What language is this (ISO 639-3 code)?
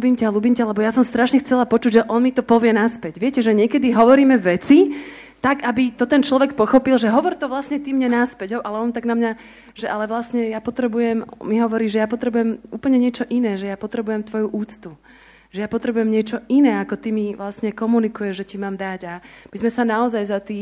slk